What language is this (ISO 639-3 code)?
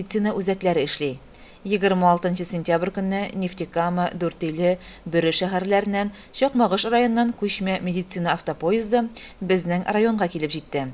tat